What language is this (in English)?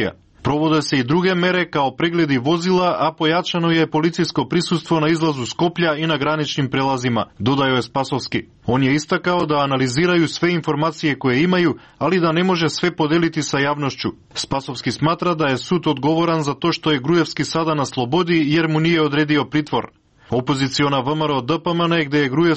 Serbian